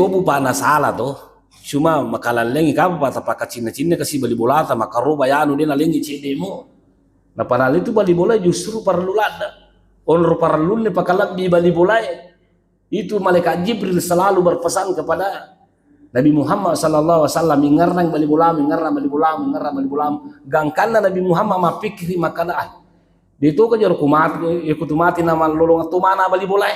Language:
Buginese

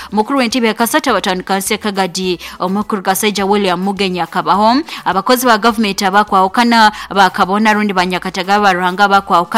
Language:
Nyoro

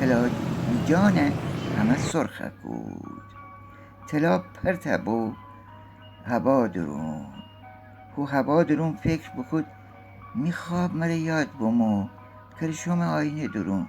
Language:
Gilaki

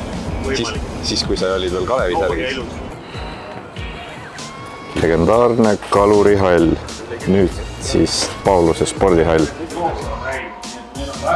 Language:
Estonian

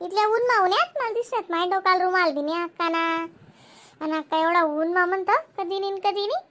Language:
Khandesi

